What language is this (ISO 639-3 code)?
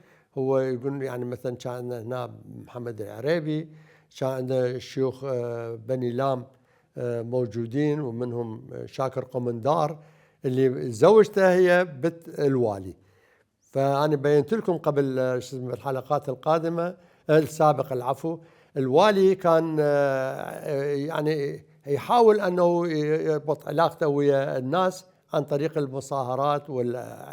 acm